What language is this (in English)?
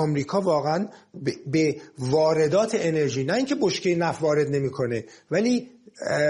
Persian